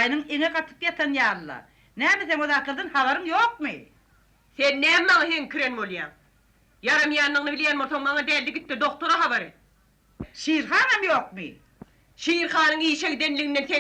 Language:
Turkmen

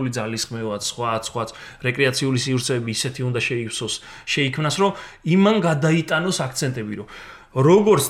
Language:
Georgian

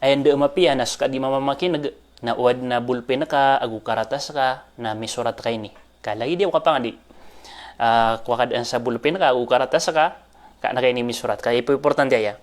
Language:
Maranao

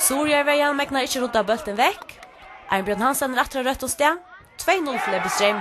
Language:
Faroese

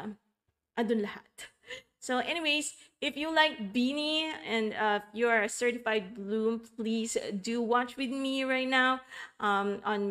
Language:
Filipino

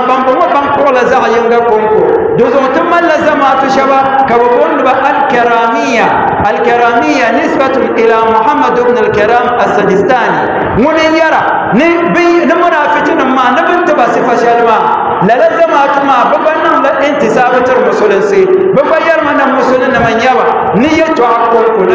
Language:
Dagbani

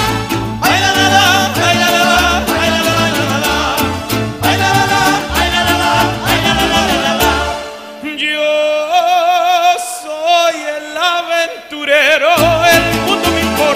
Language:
Spanish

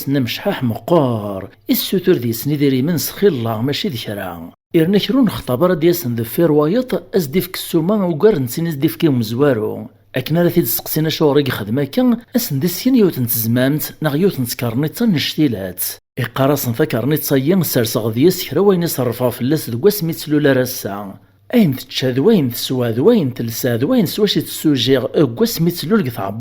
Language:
Kabyle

